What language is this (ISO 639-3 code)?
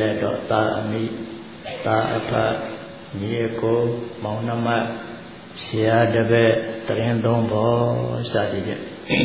mya